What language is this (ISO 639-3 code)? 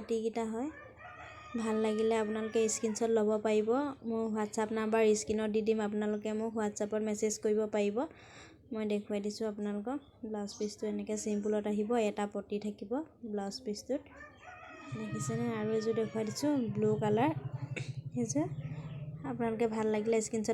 asm